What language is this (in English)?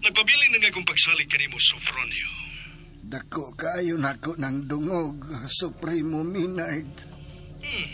Cebuano